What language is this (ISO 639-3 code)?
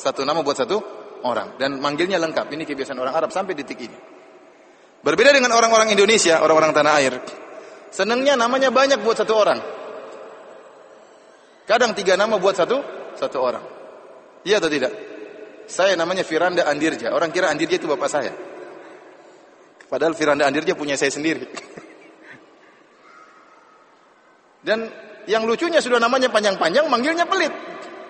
ind